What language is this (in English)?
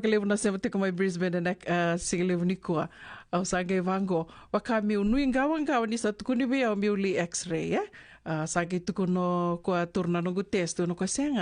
Fijian